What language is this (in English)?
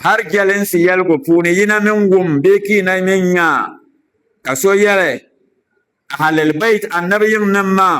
Dagbani